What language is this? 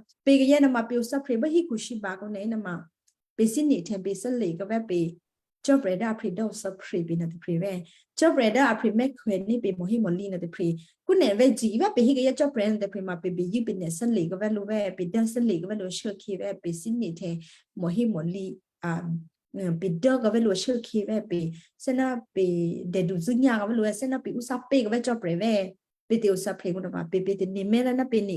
Western Kayah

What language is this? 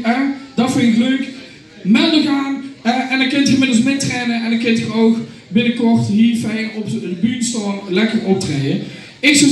Limburgish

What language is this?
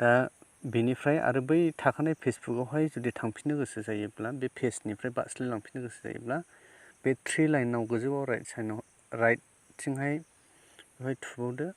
Bodo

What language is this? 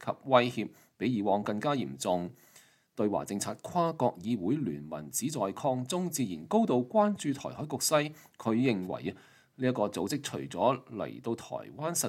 Cantonese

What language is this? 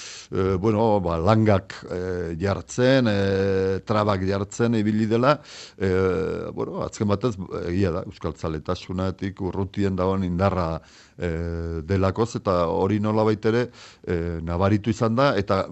Basque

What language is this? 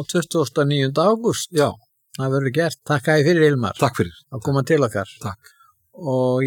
Icelandic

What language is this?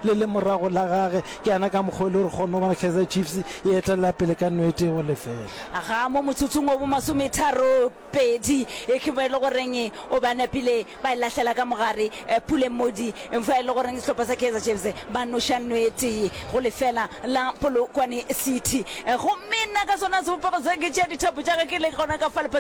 Northern Sotho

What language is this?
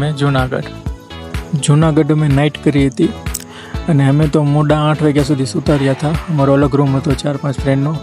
Gujarati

